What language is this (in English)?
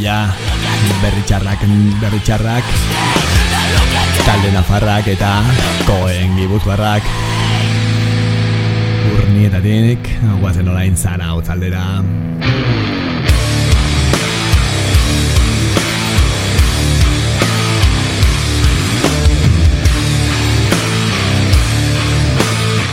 Basque